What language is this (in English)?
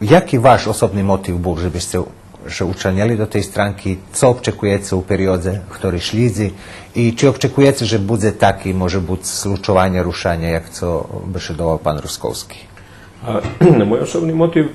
Rusyn